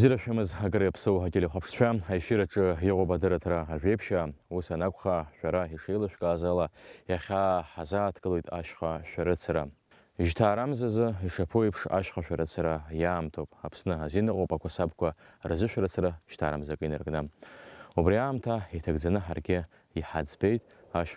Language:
Abkhazian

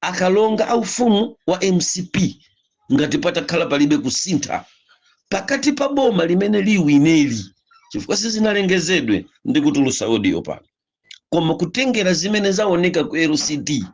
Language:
Nyanja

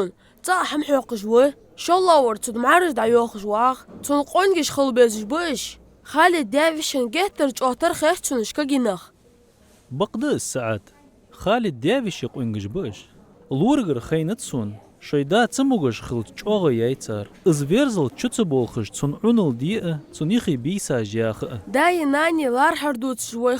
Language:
Ingush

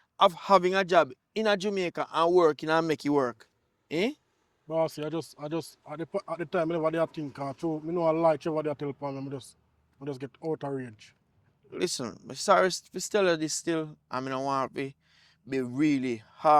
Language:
Jamaican Creole English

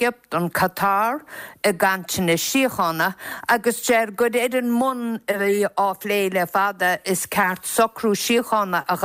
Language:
Irish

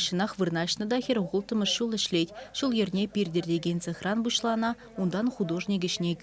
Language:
Chuvash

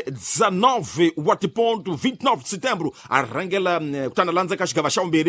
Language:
Tsonga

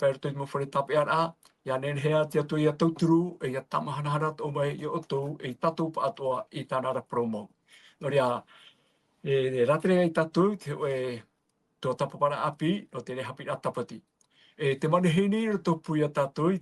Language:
Tahitian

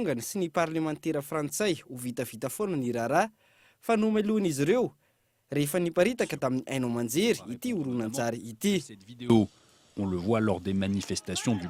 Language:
Malagasy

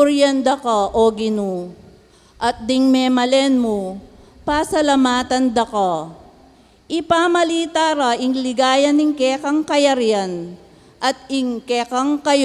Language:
Pampanga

